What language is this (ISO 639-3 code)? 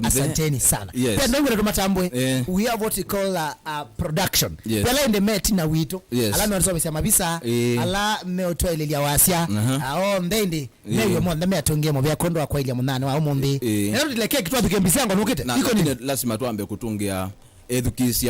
kam